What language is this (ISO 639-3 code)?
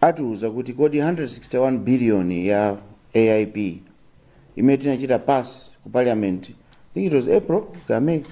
nya